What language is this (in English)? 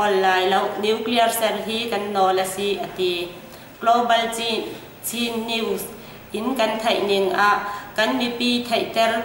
Hakha Chin